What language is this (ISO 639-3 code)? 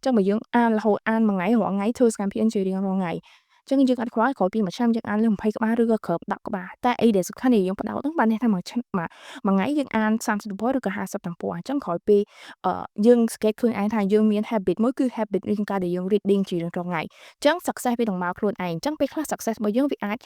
khm